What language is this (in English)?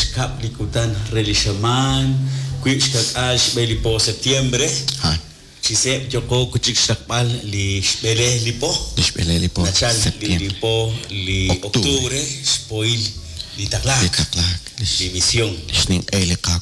Kekchí